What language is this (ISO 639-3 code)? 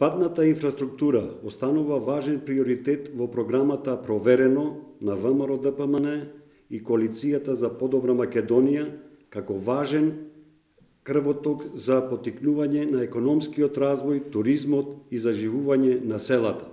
mkd